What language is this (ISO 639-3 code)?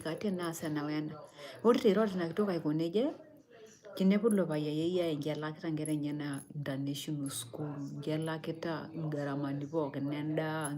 mas